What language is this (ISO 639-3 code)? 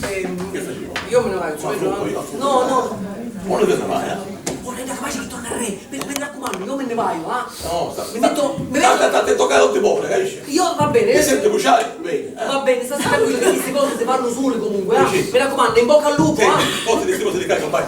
scn